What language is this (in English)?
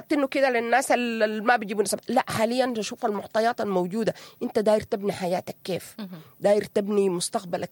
Sudanese Arabic